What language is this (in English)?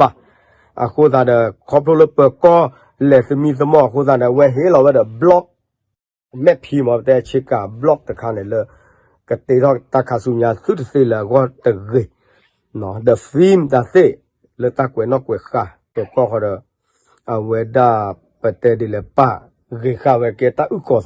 S'gaw Karen